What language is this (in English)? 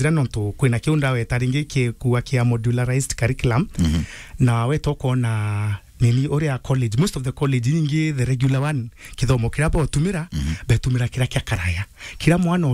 Meru